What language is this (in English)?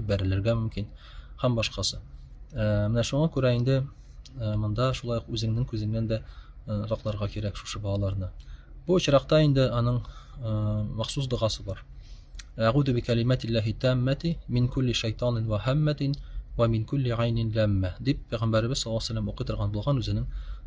Tatar